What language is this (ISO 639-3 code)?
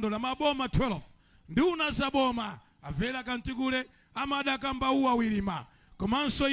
nya